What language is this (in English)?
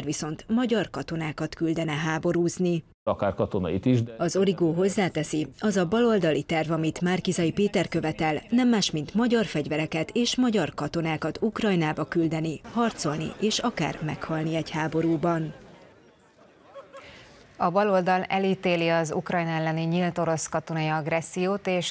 Hungarian